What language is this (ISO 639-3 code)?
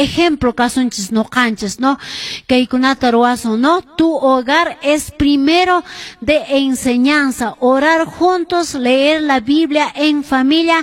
que